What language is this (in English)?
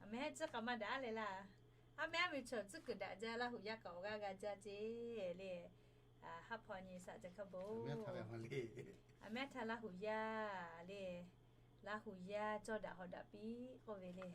Lahu